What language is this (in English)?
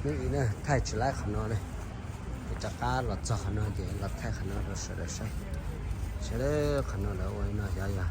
Hmong